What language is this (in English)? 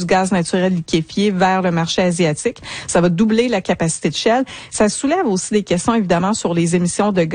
French